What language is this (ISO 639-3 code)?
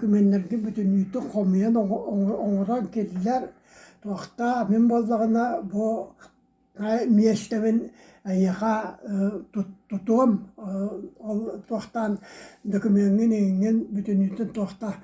sah